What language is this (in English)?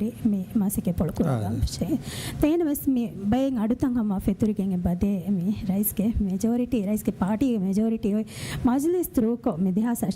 Divehi